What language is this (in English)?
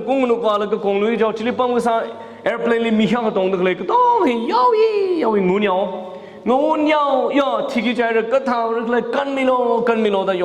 Tangkhul Naga (India)